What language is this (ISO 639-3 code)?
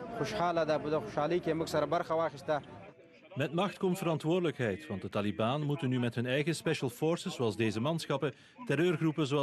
nld